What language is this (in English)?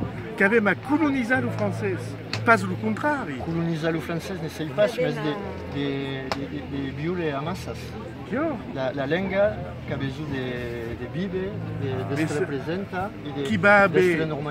Occitan